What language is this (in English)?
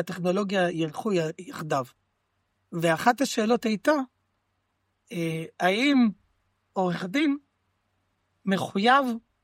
Hebrew